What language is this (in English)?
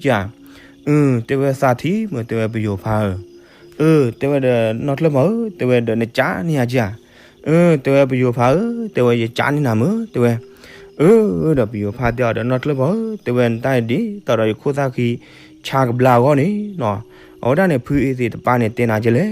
S'gaw Karen